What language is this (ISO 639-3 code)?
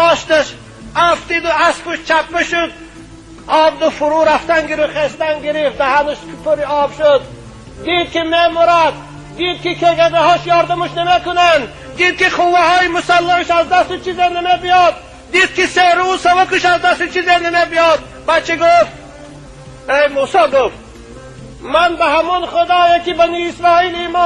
tgk